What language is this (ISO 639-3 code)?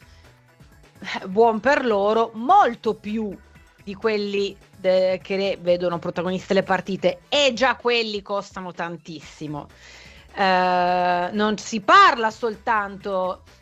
ita